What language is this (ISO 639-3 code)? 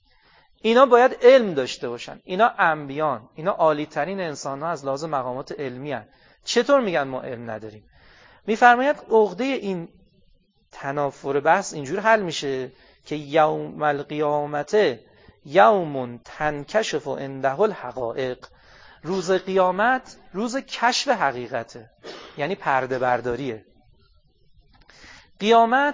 fas